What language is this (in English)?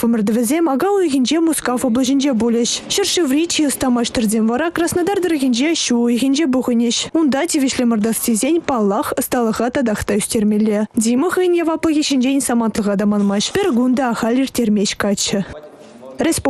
Chuvash